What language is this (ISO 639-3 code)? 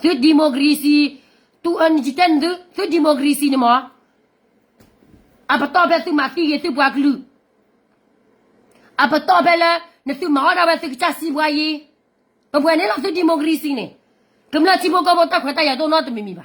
ksw